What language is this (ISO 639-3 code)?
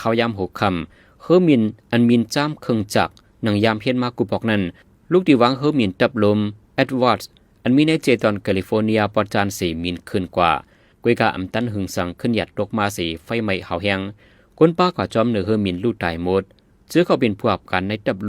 shn